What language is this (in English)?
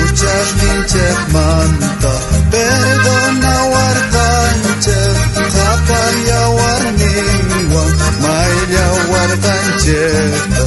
South Bolivian Quechua